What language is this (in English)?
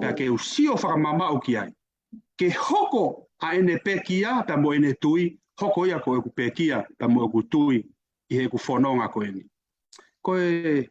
Tongan